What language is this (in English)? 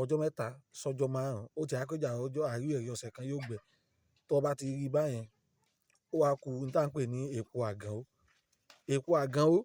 Yoruba